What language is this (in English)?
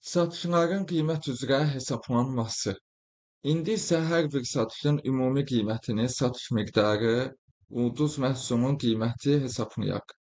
Azerbaijani